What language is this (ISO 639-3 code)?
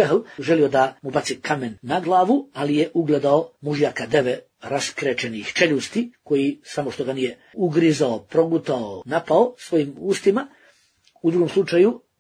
bos